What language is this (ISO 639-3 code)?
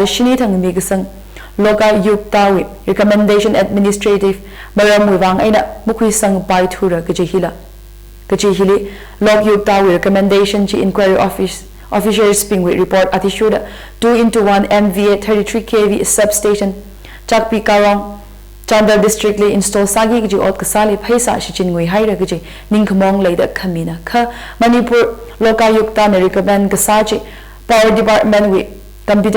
nmf